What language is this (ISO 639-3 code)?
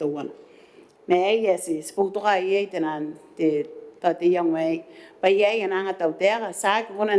gil